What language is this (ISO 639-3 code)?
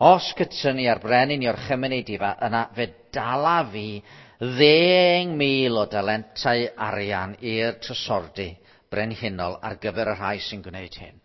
cym